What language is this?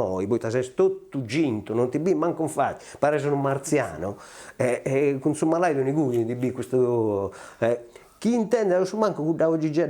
Sardinian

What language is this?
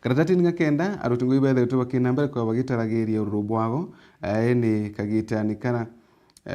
Meru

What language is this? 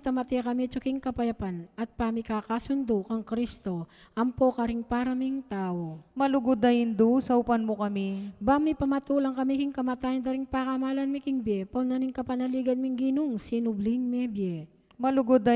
Pampanga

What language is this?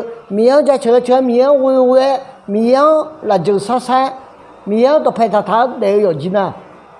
Akha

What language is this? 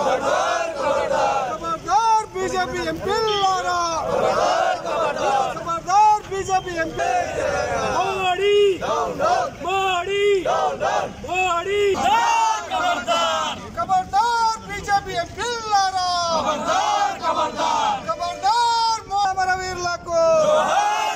Telugu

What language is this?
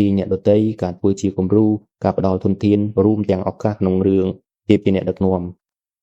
Khmer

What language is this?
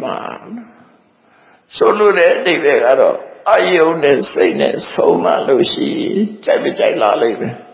Burmese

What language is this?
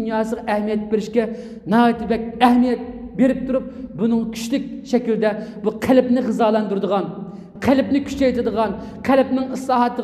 Uyghur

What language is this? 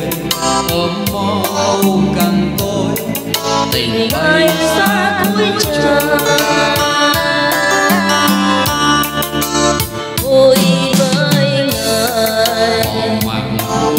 Vietnamese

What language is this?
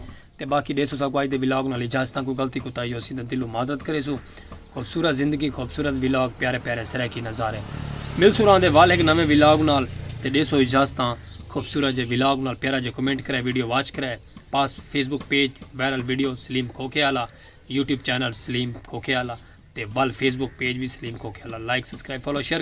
Saraiki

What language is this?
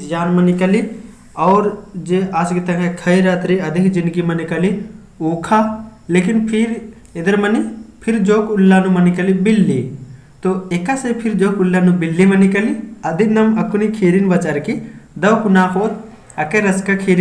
Kurukh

